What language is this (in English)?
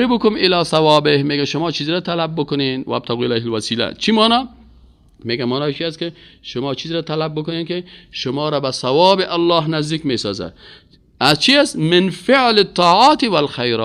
Persian